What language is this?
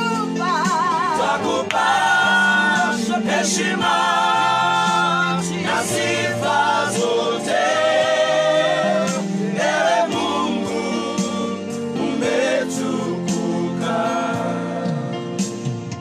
Kikuyu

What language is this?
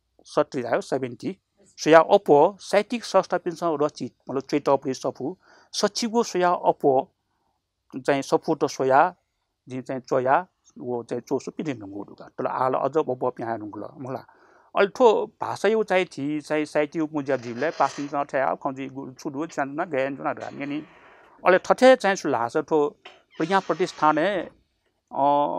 Newari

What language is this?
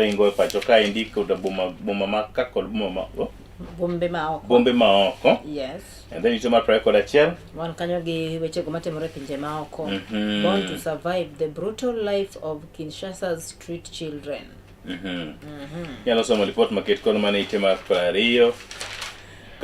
Luo (Kenya and Tanzania)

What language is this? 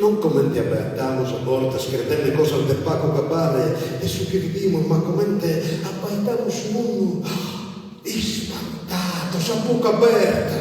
Sardinian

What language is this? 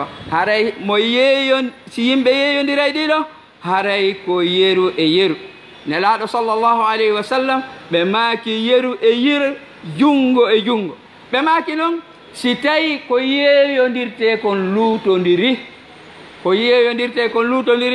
Fula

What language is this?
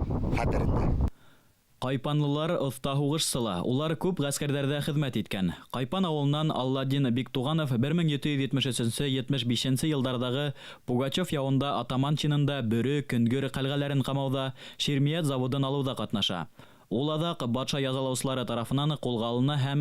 Bashkir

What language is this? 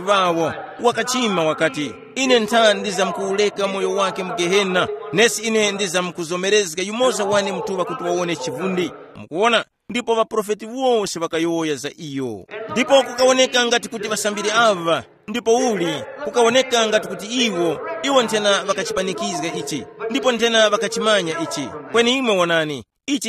Tumbuka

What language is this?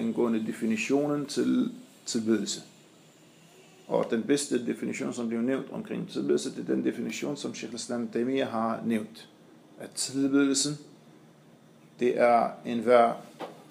Danish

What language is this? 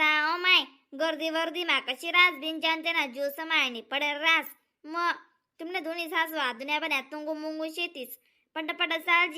Khandesi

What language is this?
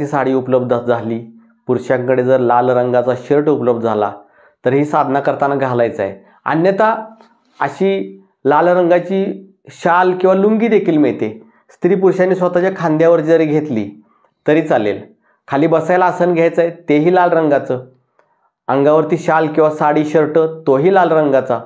Marathi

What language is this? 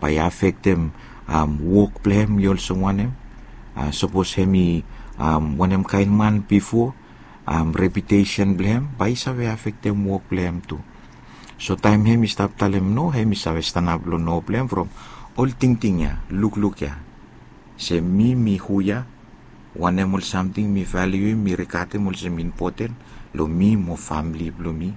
Bislama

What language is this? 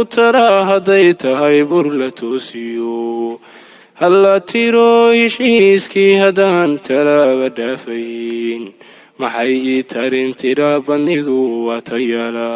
Somali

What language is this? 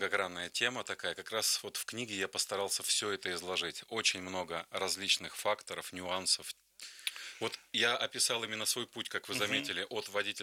Russian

